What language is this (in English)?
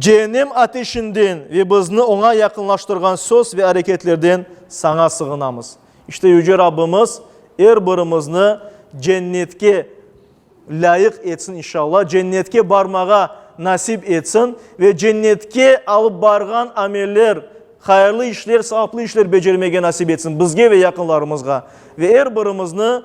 Crimean Tatar